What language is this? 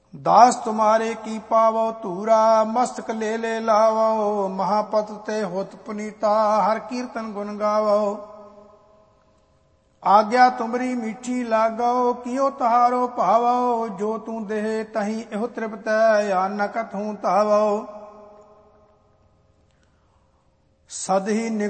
Punjabi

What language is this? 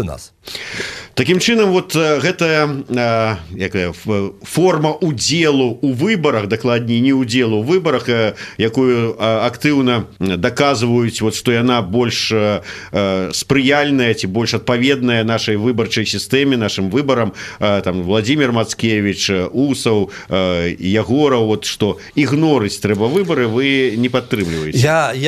Belarusian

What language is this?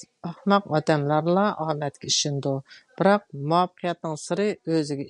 Uyghur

